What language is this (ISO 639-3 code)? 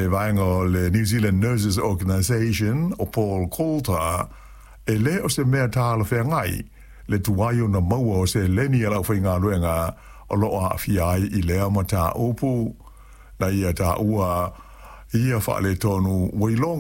smo